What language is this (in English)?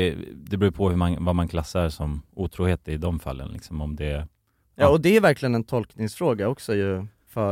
Swedish